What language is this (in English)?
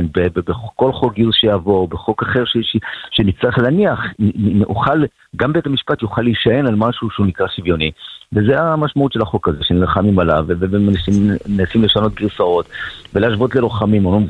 Hebrew